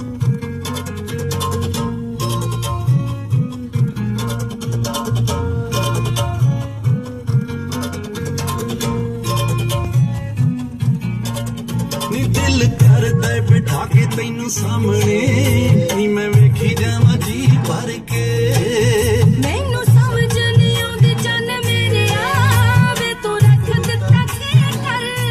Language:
Punjabi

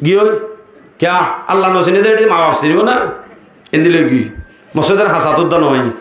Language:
Rohingya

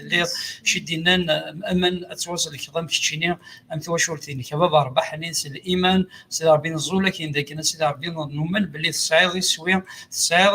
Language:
Kabyle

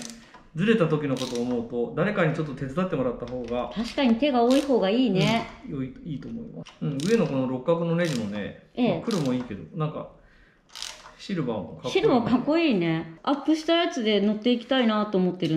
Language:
Japanese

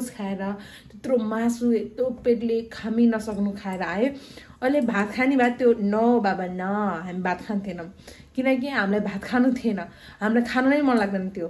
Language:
Nepali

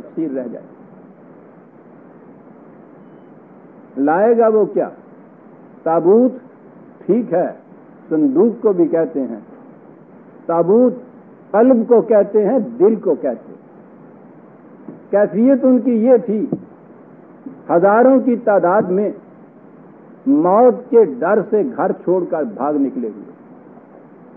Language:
Urdu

